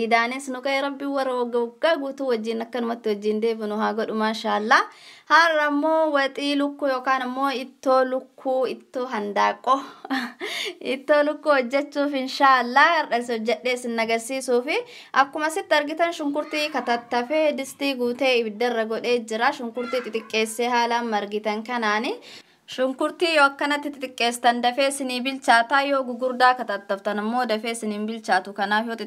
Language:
Oromo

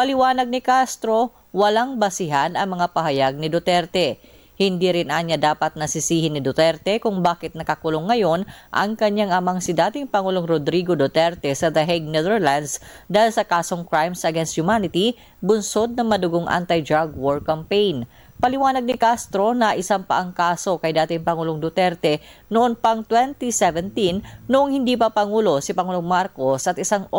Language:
Filipino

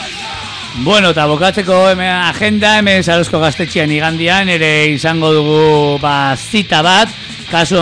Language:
Basque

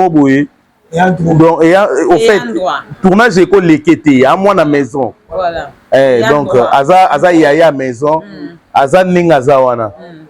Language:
Lingala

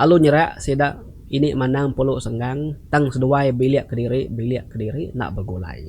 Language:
Iban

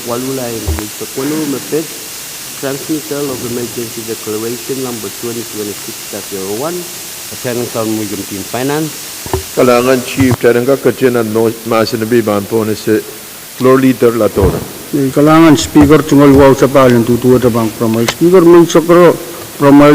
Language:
Pohnpeian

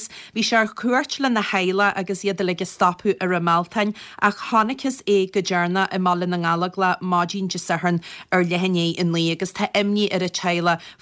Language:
Irish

